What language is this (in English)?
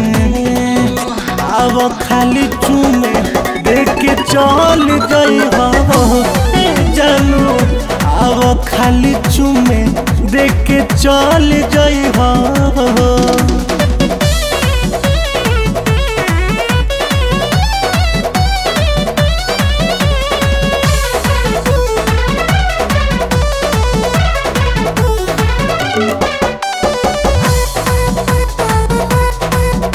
Bhojpuri